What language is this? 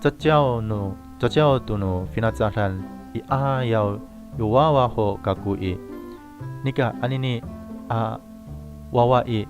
Amis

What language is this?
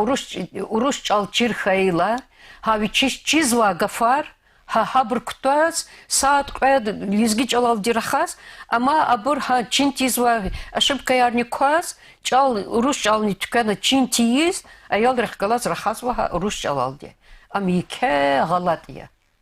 Lezghian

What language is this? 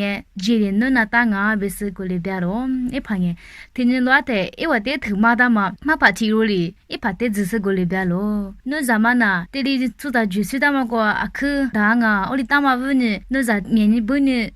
Lisu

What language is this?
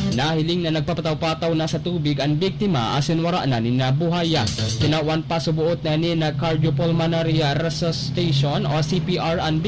Bikol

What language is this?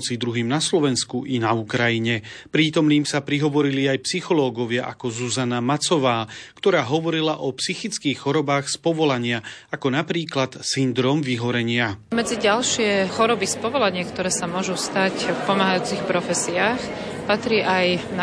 Slovak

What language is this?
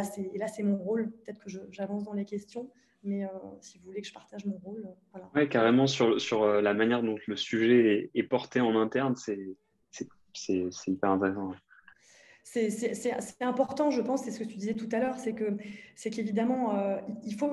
French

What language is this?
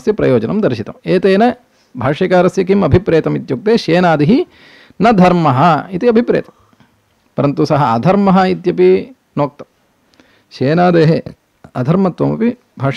Sanskrit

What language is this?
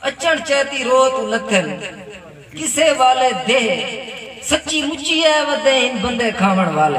Saraiki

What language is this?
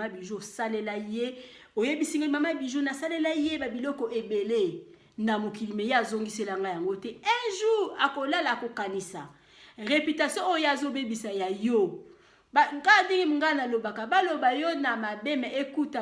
Lingala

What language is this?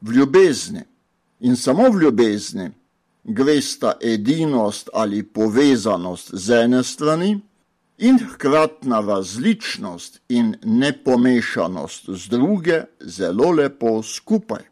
Slovenian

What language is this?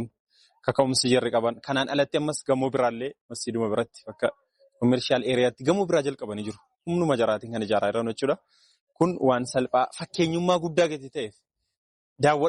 Oromo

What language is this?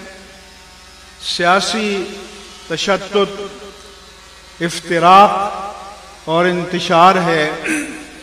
Urdu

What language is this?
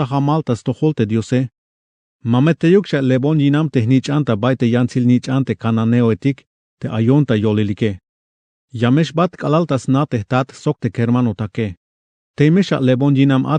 Tzeltal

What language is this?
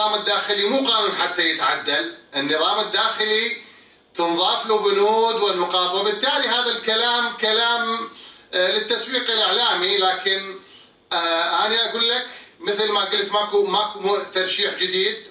Mesopotamian Arabic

